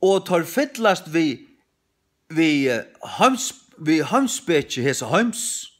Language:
Faroese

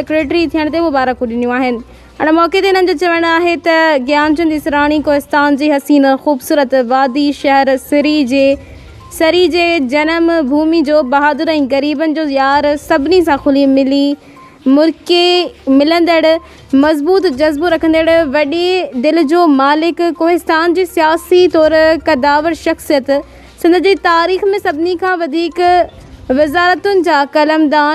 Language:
Sindhi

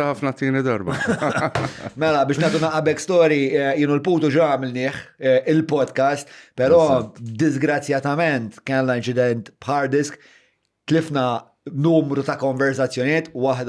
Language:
Maltese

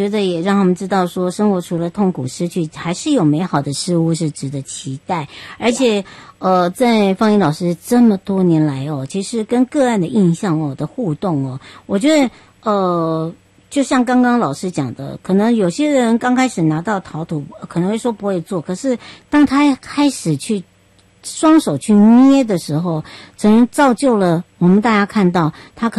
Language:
Chinese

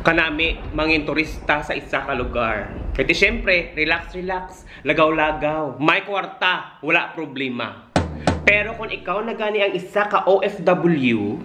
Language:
Hiligaynon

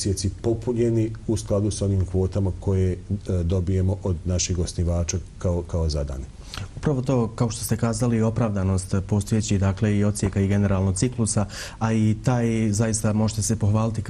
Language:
Bosnian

